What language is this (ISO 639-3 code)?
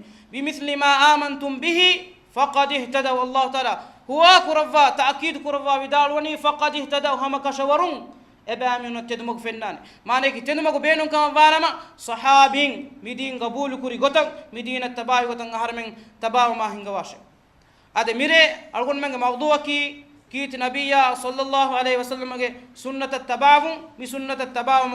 div